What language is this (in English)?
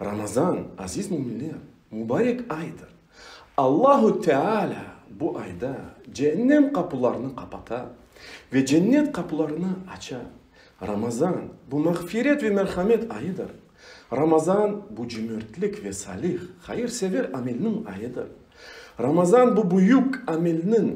Crimean Tatar